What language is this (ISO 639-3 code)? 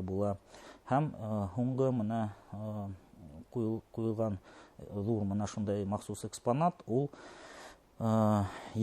bak